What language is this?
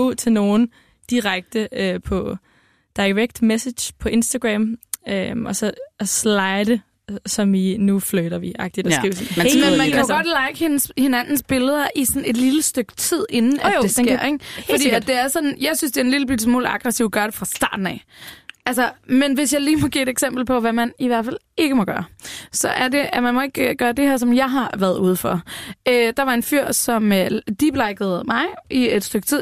Danish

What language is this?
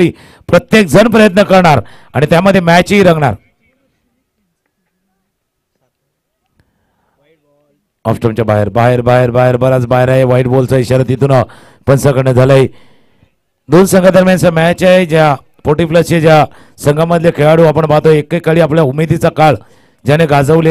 Marathi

